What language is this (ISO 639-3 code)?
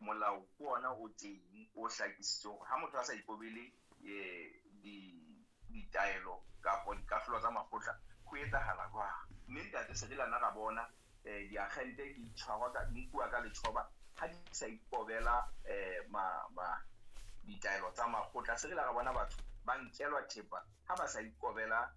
sot